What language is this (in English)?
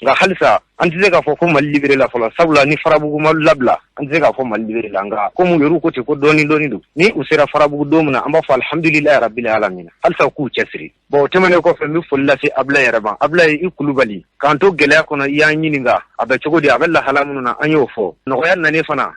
Bambara